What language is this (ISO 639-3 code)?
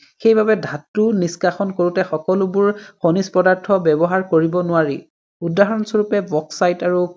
asm